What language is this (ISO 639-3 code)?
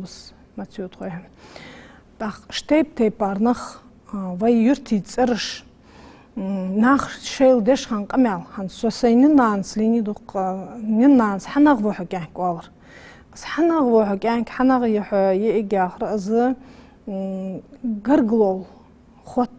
inh